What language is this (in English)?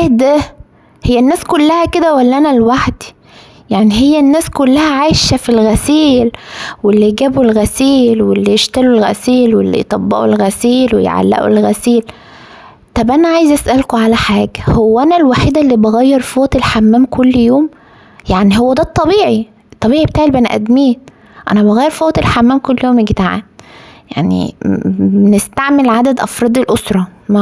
Egyptian Arabic